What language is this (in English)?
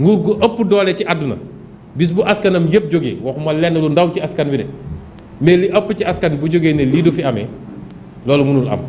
Wolof